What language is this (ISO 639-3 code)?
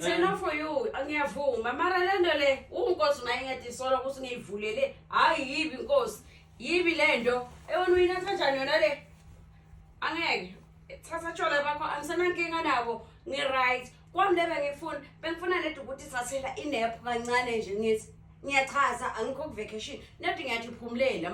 zul